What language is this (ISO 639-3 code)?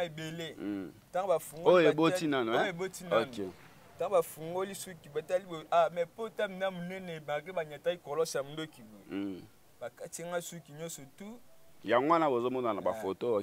lin